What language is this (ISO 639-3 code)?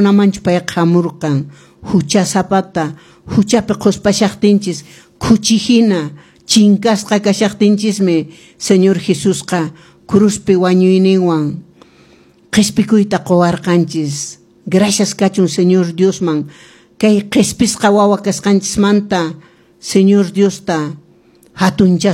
que